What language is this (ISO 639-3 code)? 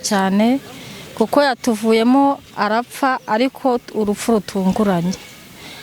kin